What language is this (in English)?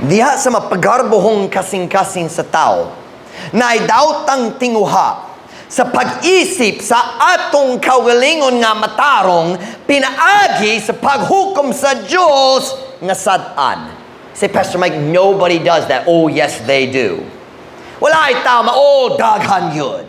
Cebuano